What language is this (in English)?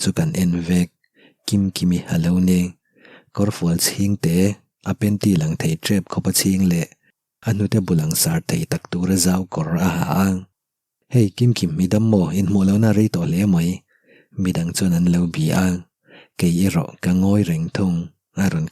Mizo